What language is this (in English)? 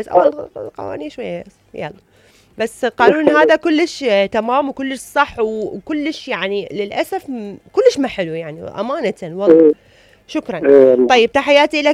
Mesopotamian Arabic